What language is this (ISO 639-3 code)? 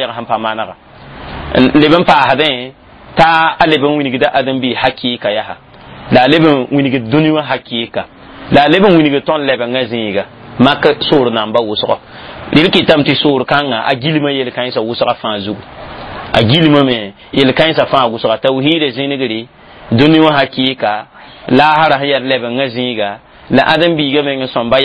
mos